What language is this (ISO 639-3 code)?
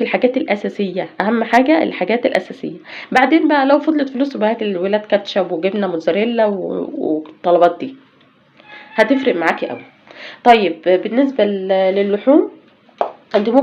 arz